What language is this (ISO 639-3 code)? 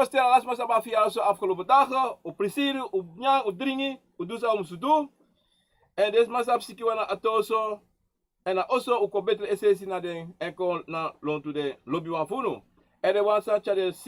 srn